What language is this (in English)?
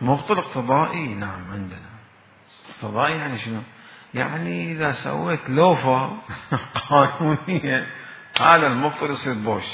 Mesopotamian Arabic